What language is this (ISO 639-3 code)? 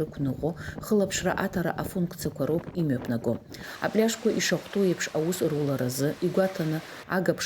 abk